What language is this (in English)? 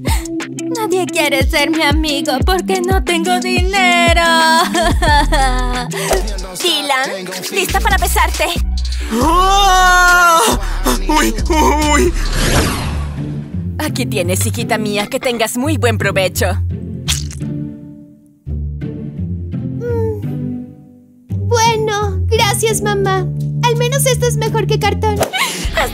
Spanish